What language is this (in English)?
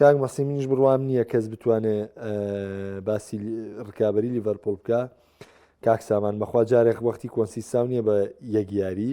Central Kurdish